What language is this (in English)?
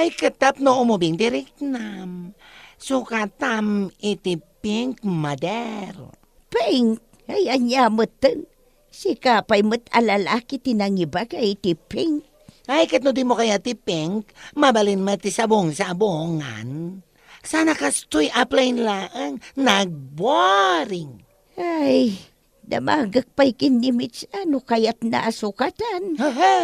Iloko